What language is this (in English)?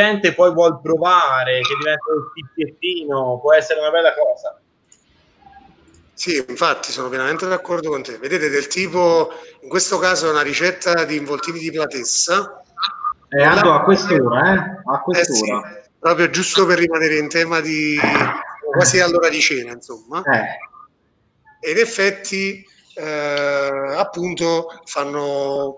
Italian